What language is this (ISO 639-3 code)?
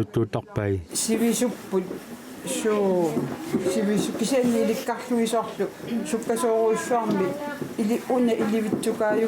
kal